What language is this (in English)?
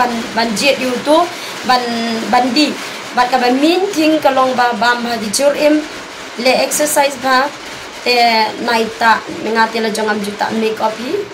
Khasi